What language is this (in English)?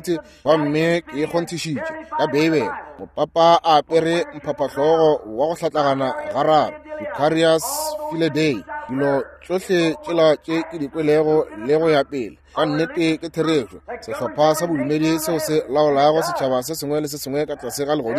Northern Sotho